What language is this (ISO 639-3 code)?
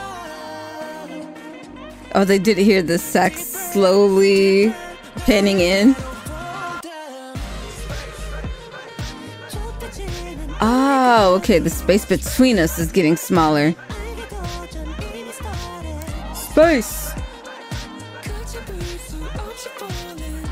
eng